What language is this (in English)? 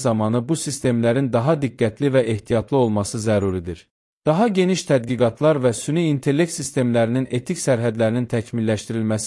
Azerbaijani